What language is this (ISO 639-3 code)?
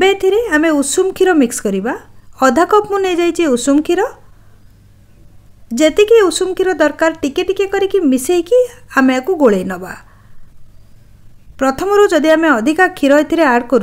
ori